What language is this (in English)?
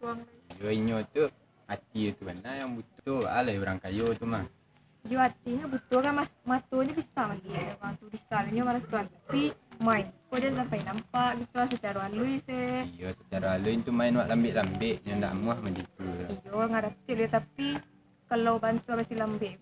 Minangkabau